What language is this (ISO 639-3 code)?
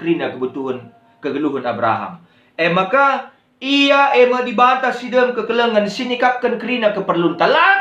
btx